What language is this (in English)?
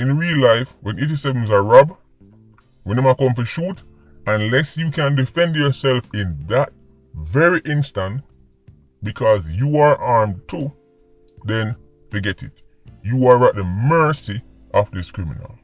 Jamaican Creole English